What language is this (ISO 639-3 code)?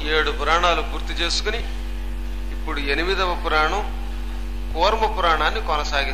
tel